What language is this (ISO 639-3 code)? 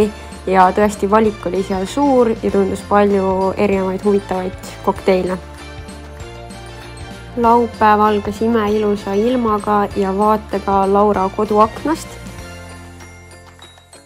est